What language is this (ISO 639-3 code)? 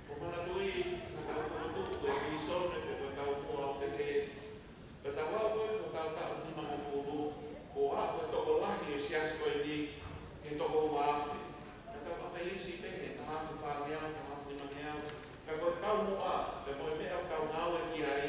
ton